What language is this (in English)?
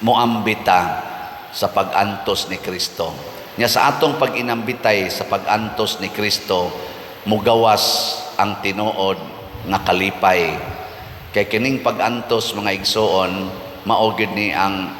Cebuano